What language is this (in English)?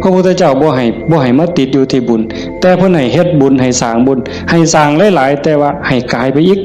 Northeastern Thai